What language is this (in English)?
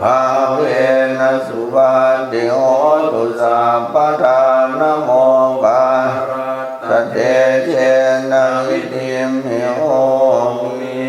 Pali